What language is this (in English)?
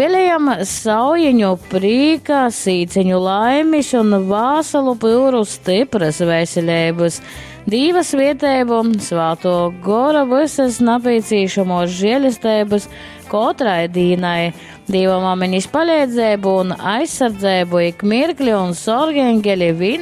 Latgalian